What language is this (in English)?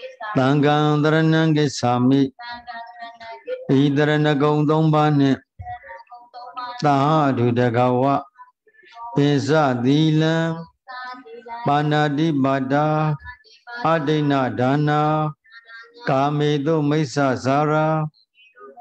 Burmese